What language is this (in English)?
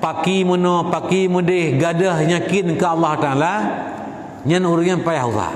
Achinese